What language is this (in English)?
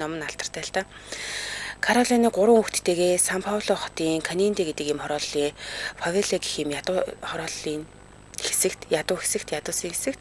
Mongolian